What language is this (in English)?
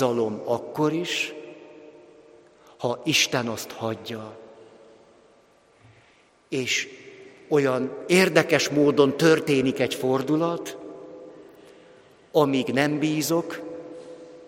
Hungarian